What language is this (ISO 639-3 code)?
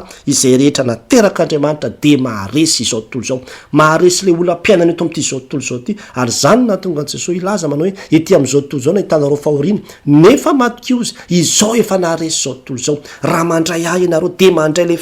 mlg